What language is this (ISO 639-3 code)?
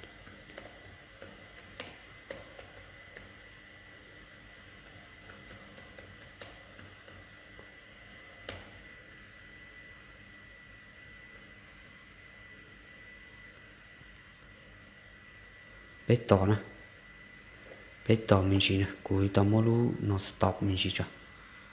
vie